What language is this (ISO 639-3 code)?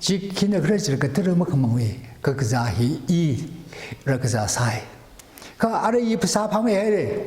nmf